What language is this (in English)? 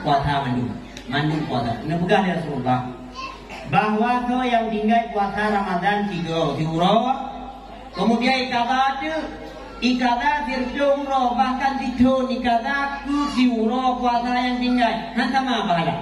Achinese